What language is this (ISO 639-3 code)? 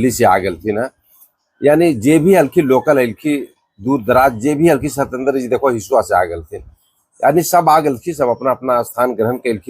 mag